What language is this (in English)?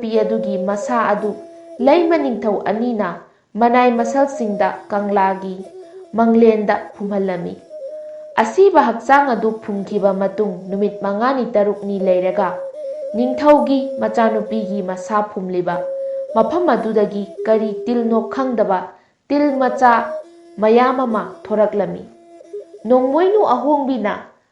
Manipuri